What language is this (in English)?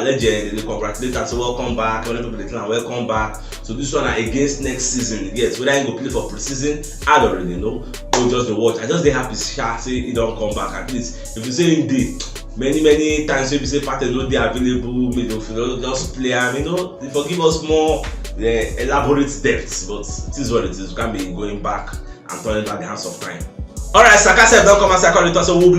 Nigerian Pidgin